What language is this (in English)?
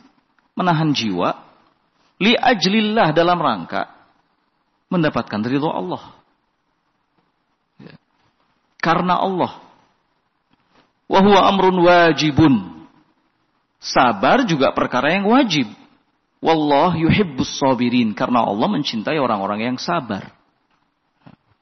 Indonesian